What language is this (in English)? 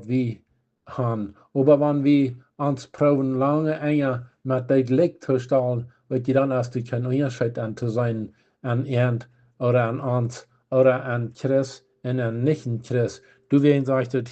Plautdietsch